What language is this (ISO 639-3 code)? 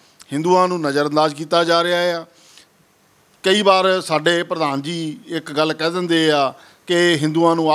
pan